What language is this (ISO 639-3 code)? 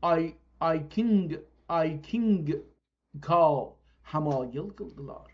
azb